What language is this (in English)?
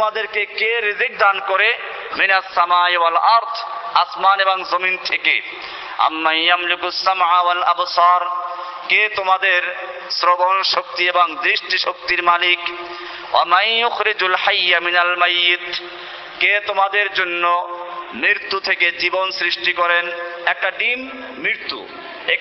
Bangla